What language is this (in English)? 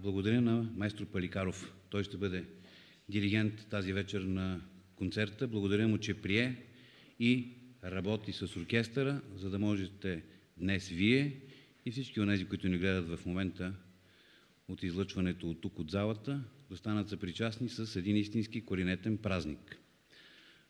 Bulgarian